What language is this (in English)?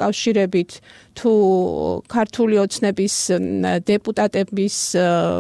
Georgian